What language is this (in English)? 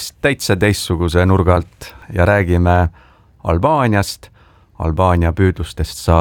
Estonian